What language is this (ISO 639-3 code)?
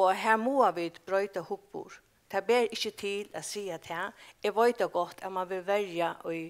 fao